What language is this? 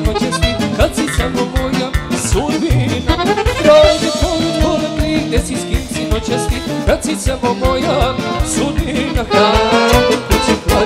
Romanian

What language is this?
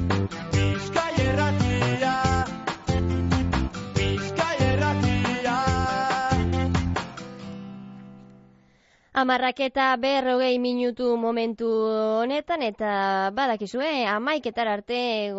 Basque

